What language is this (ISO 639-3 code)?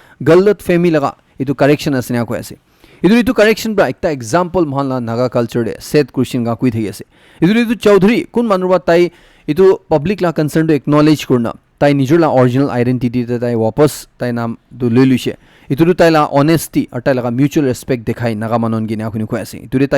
nag